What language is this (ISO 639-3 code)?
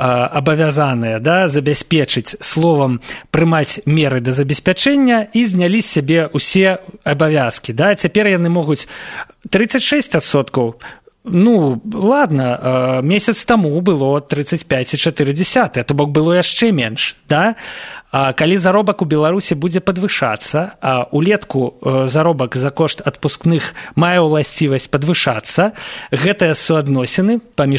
bel